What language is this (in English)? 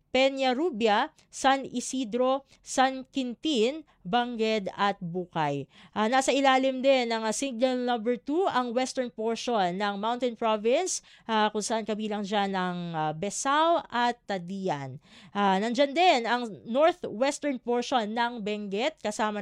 Filipino